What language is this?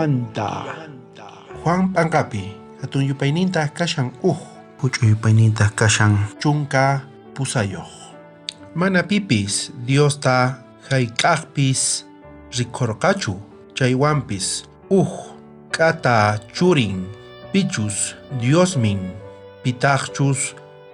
South Bolivian Quechua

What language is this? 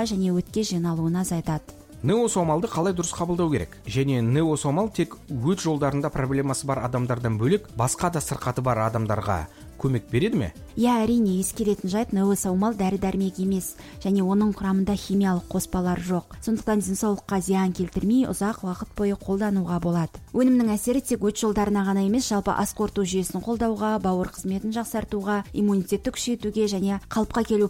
Kazakh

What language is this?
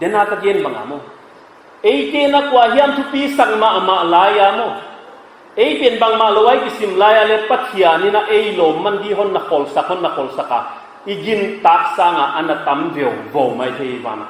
Paite Chin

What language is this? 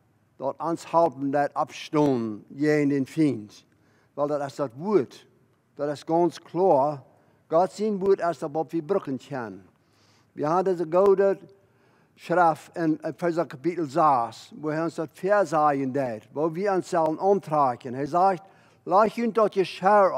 Plautdietsch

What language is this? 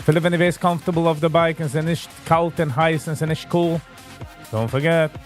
Yiddish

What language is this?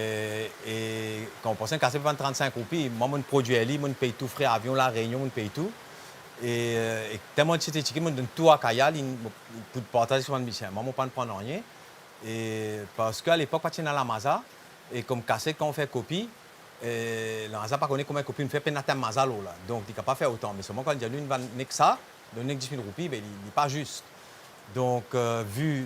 Morisyen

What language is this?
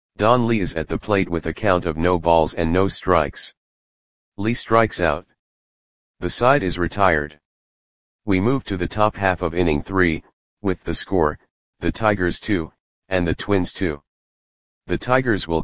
English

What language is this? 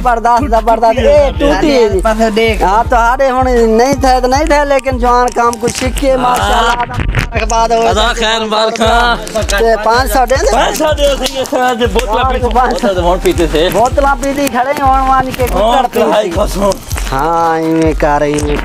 Saraiki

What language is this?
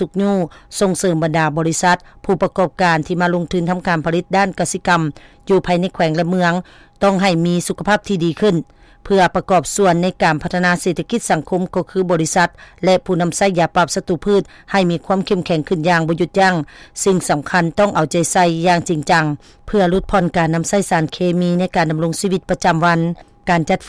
Lao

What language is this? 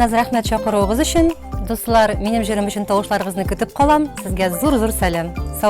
Tatar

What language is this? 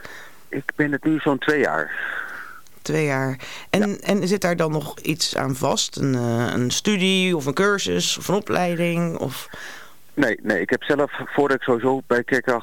Dutch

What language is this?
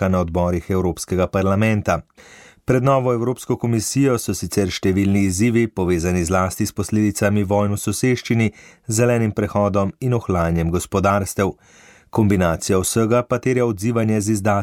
Slovenian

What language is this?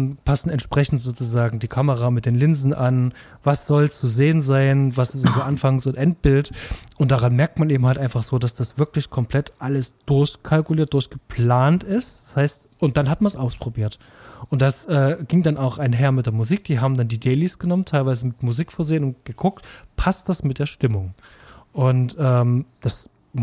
German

